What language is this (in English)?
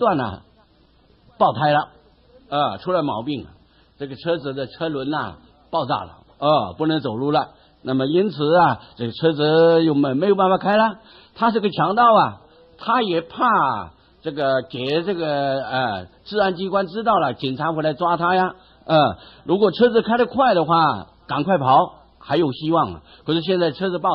Chinese